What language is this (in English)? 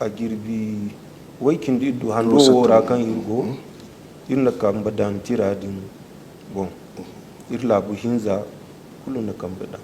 Zarma